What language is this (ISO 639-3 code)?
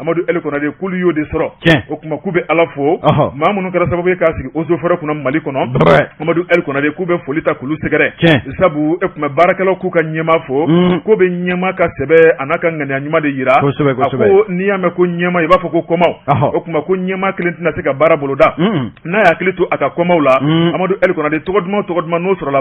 bam